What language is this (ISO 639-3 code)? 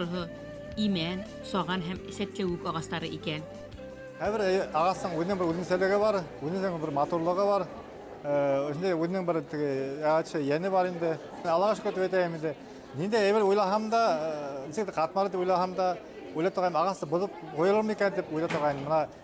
bak